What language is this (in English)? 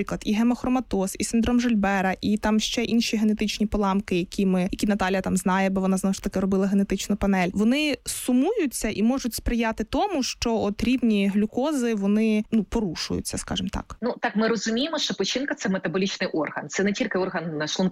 Ukrainian